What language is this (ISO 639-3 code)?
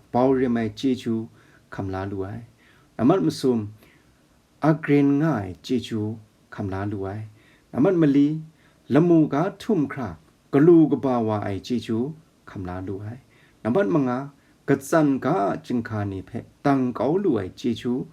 kac